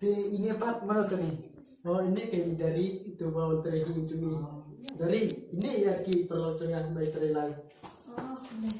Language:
Khasi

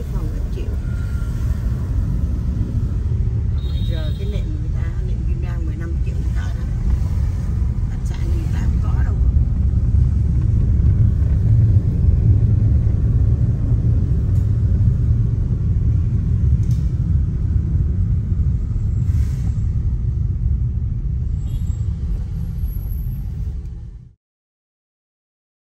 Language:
Vietnamese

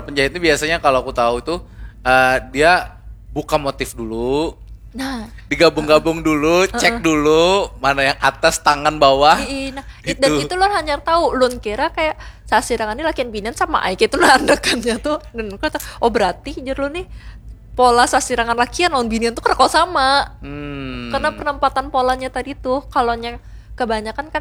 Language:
Banjar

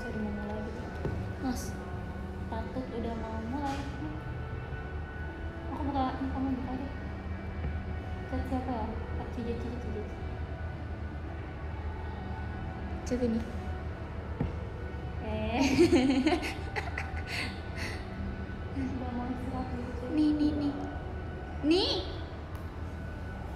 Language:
Indonesian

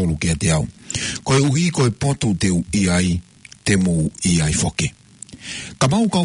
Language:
Tongan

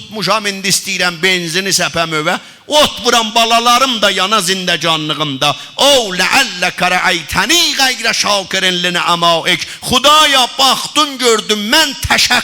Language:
South Azerbaijani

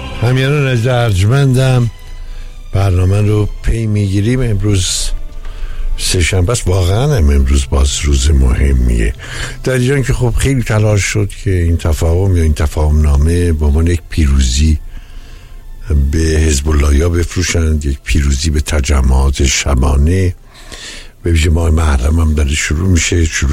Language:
Persian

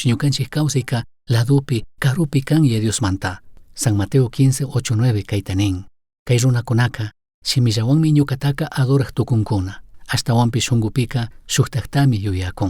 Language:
Chimborazo Highland Quichua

